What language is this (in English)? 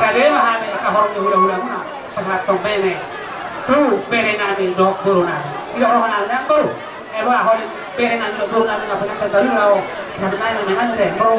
Batak Toba